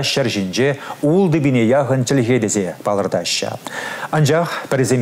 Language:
Chuvash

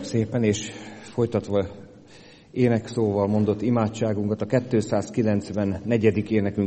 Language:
Hungarian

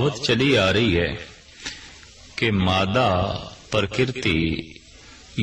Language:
Punjabi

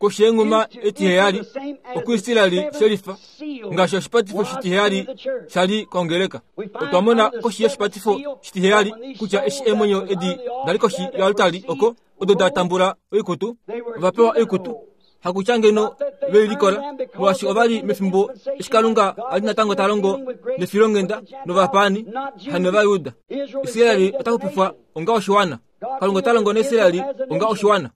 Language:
Kuanyama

